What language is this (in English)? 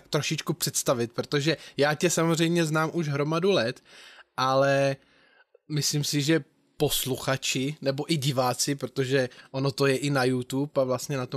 Czech